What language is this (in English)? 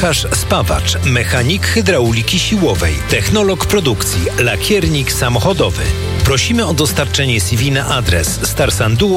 Polish